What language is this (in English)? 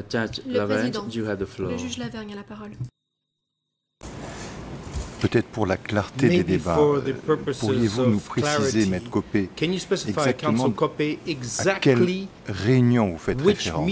French